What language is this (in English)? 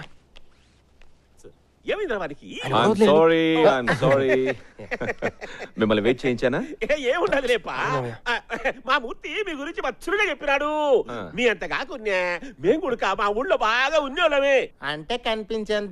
Telugu